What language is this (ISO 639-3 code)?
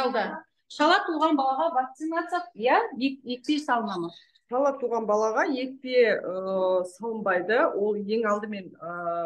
kaz